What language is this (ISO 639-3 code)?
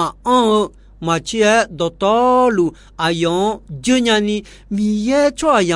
ahk